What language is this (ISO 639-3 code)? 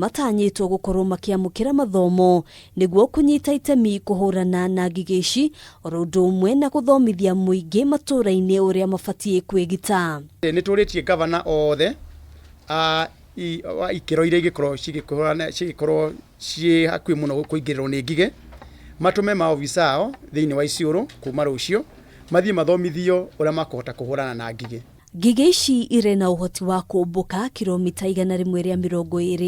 kik